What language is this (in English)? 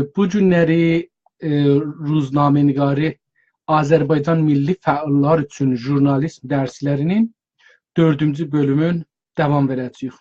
South Azerbaijani